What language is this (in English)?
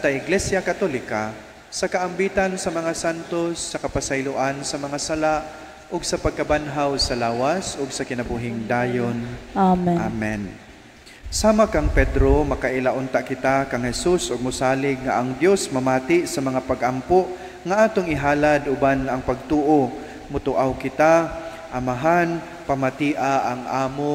Cebuano